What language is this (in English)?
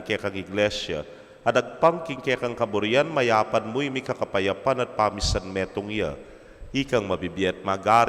Pampanga